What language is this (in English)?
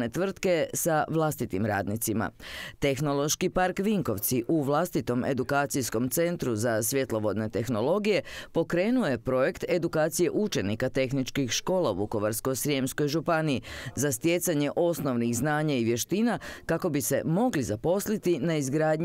Croatian